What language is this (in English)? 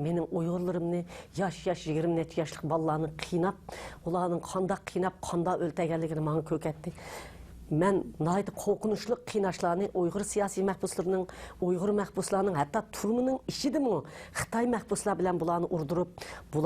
Uyghur